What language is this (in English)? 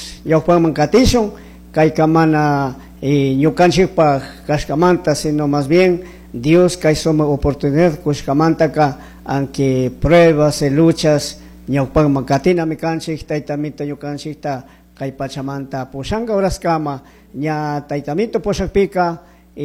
Chimborazo Highland Quichua